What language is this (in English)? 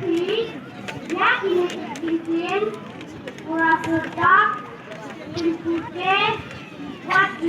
Khasi